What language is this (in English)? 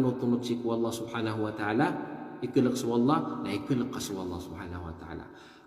Maranao